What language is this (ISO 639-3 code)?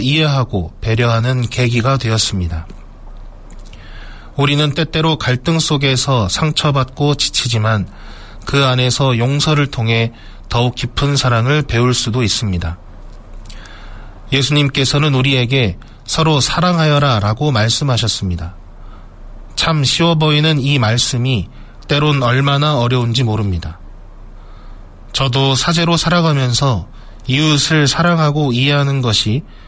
kor